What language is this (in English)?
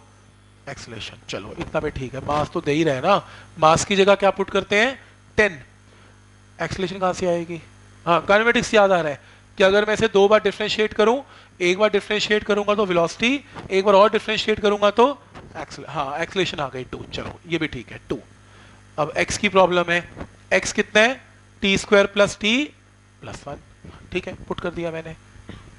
Hindi